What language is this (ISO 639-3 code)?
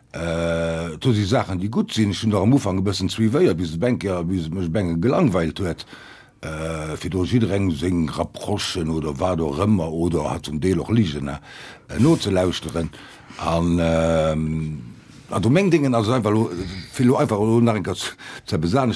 ltz